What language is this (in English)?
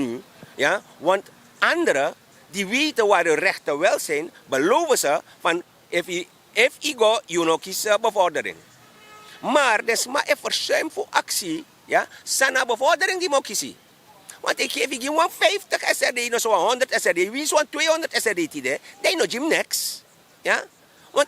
Sranan Tongo